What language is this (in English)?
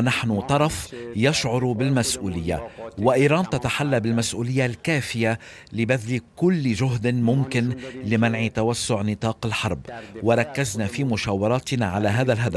Arabic